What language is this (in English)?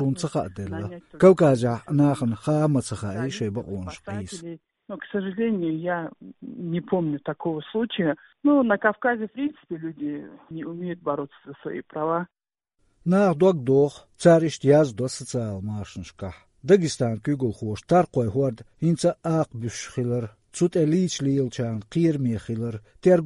Chechen